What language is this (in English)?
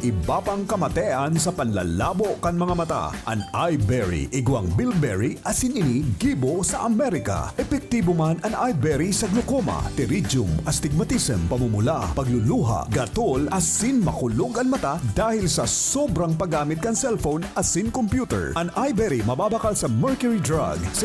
Bikol